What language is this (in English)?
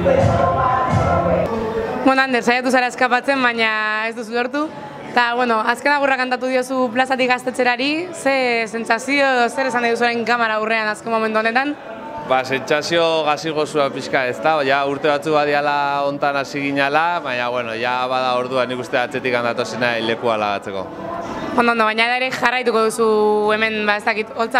Basque